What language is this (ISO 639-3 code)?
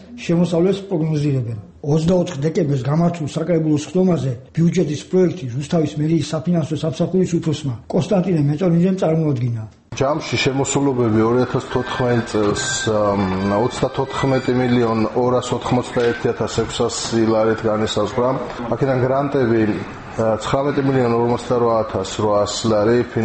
kat